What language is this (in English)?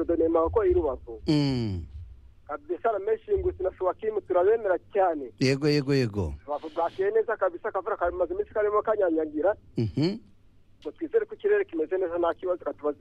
Kinyarwanda